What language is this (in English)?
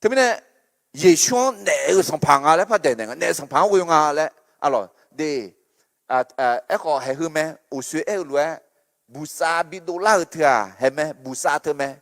Akha